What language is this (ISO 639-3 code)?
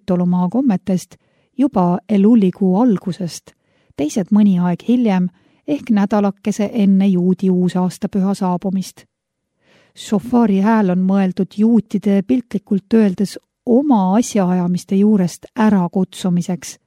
est